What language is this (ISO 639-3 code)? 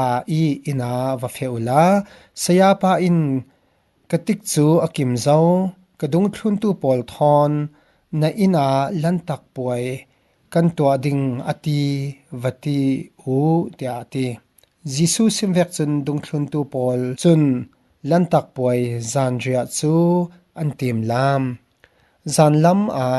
cfm